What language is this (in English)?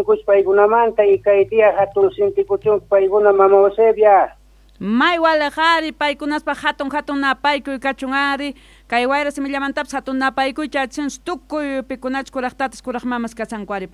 South Bolivian Quechua